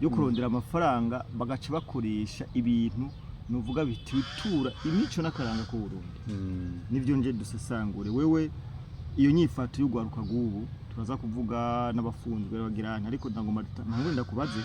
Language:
Rundi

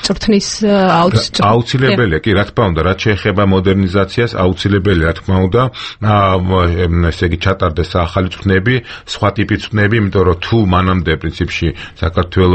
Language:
Georgian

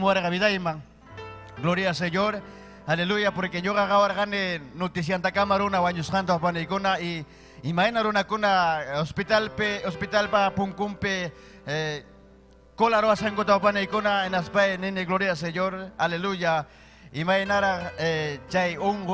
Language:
Ayacucho Quechua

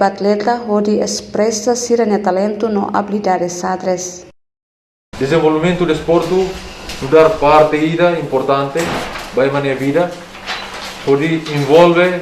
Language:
Tetum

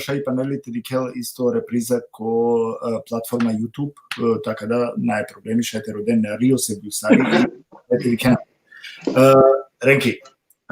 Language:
Balkan Romani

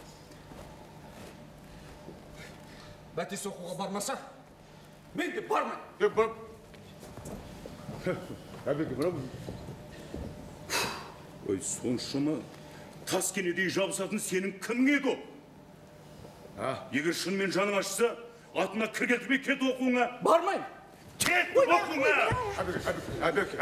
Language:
Kazakh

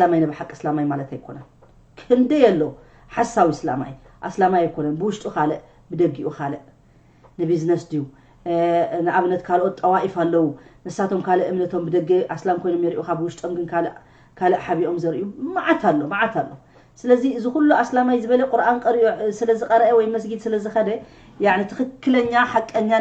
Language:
Tigrinya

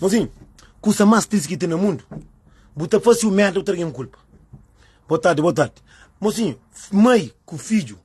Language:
Kabuverdianu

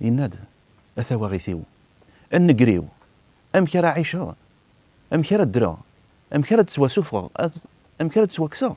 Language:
Kabyle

